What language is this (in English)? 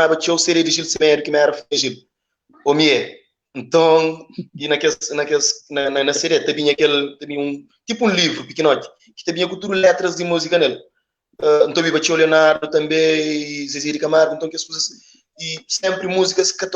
Kabuverdianu